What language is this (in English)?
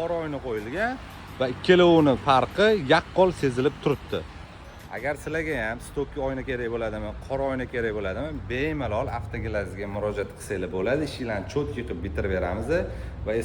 Uzbek